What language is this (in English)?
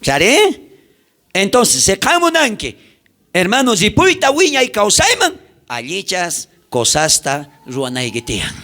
South Bolivian Quechua